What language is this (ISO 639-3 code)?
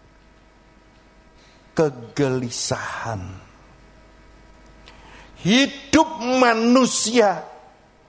ind